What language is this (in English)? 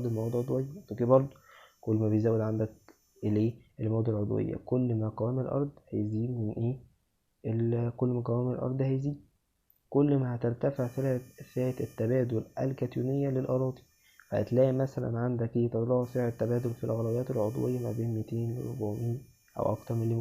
Egyptian Arabic